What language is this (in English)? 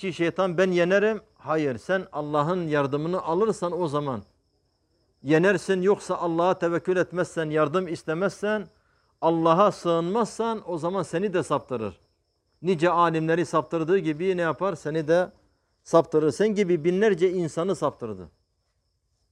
Turkish